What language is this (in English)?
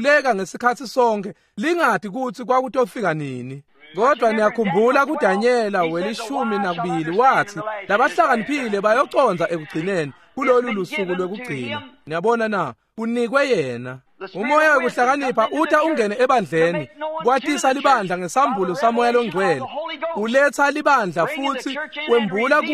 Swati